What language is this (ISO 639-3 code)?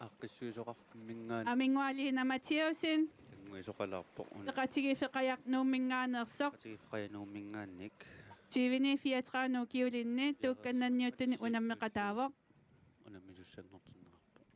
kal